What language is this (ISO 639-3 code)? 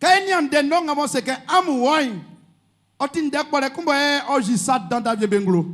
bci